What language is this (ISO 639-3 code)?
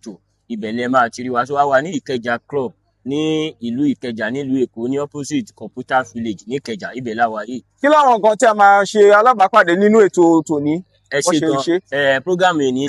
yor